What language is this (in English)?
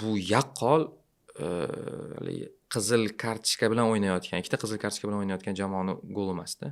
Uzbek